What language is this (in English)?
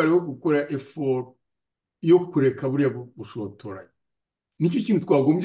Kinyarwanda